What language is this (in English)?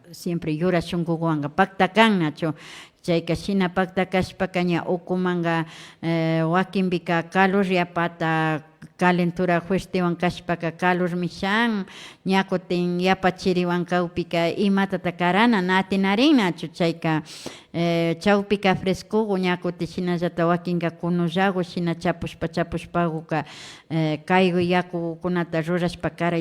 Imbabura Highland Quichua